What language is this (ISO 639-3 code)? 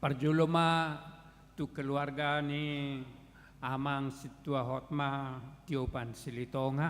bbc